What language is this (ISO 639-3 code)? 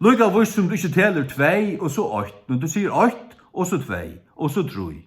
fao